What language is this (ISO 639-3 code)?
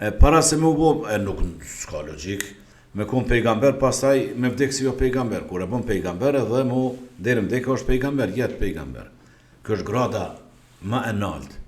sqi